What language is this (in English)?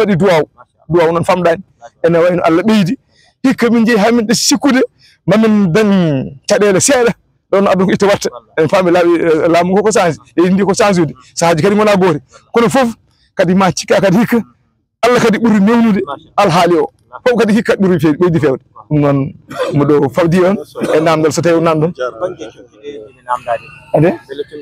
Fula